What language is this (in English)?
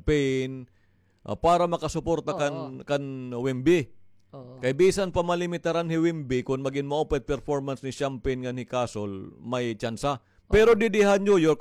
Waray